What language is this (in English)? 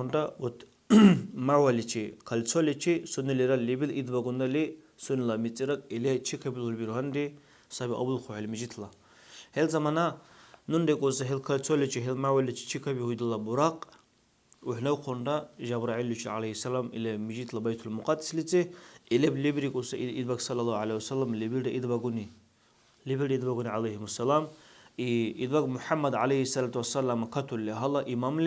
Dargwa